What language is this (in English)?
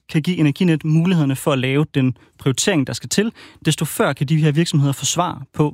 Danish